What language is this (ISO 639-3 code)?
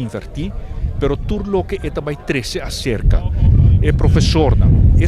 pap